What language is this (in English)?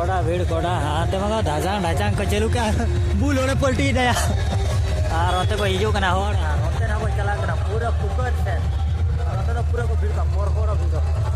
Santali